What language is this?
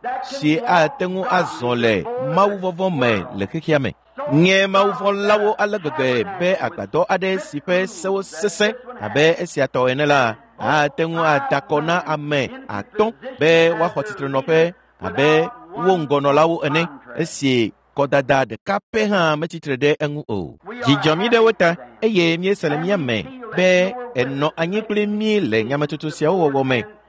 Ewe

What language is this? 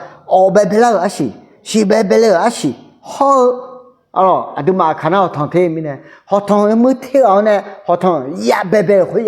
Akha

